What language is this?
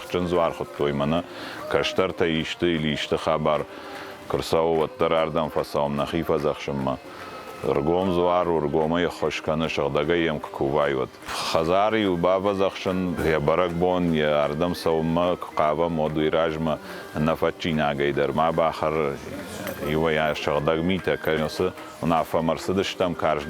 Ossetic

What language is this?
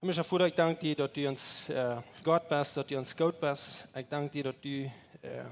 Plautdietsch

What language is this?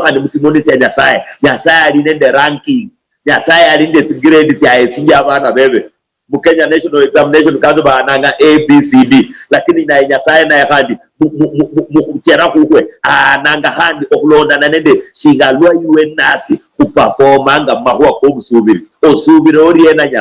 Luyia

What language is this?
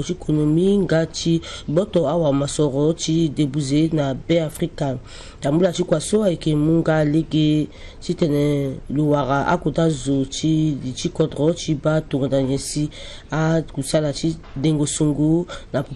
Sango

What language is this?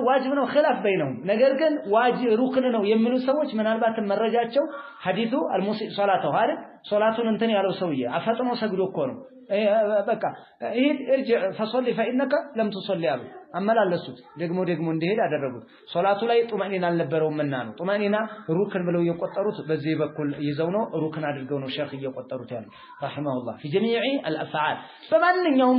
Amharic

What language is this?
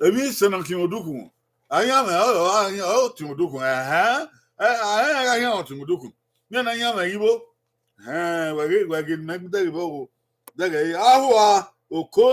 Bini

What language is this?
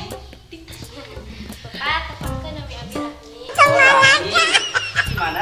Sundanese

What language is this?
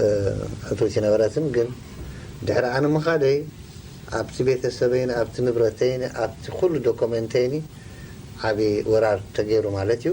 Tigrinya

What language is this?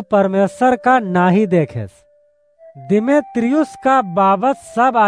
Awadhi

